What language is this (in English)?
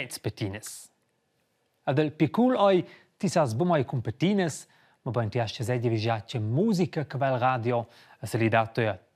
Romansh